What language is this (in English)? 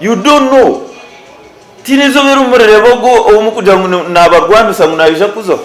Nyankole